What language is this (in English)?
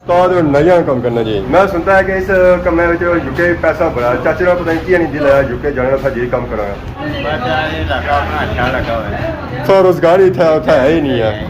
Pahari-Potwari